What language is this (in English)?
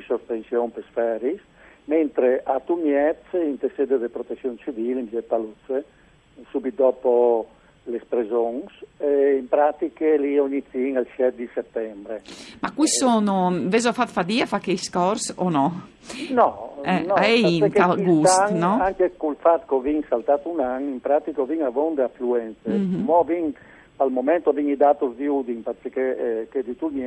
Friulian